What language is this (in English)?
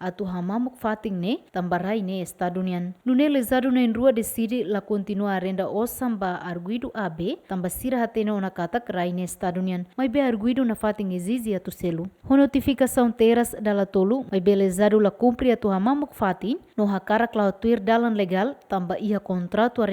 Tetum